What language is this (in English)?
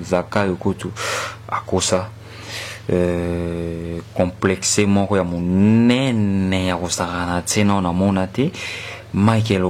Lingala